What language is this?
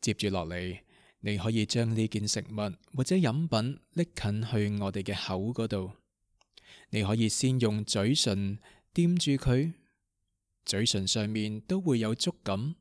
Cantonese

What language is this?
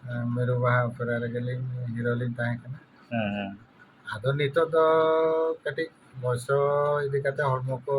Santali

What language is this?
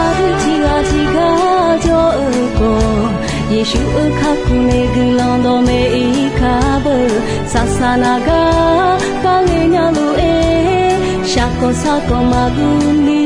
Akha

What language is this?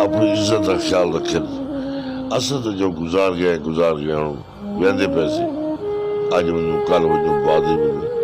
Saraiki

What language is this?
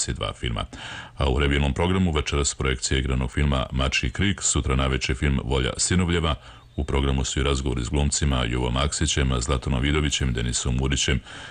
Serbian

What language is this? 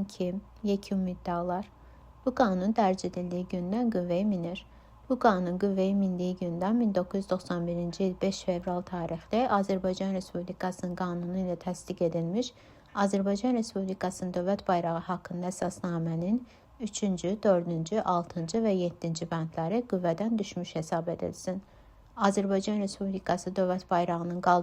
Azerbaijani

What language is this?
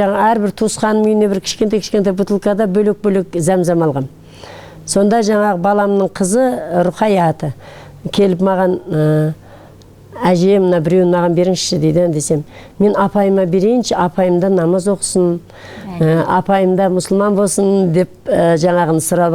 Kazakh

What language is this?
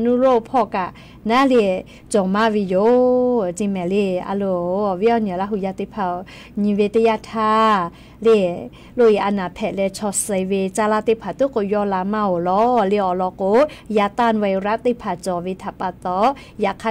Lahu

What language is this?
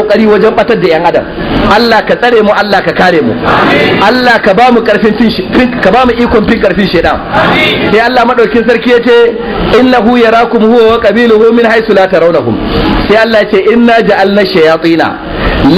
Hausa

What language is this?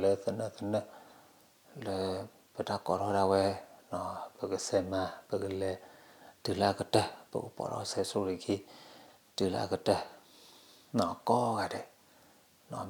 S'gaw Karen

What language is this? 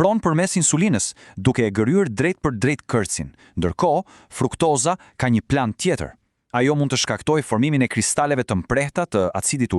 Albanian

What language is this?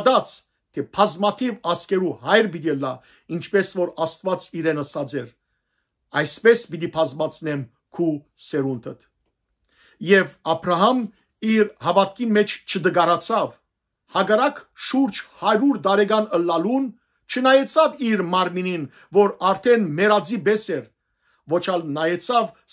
Western Armenian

